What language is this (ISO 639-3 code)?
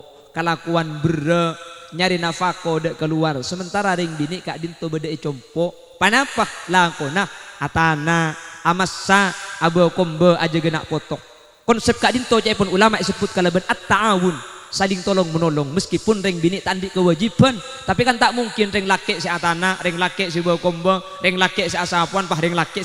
mad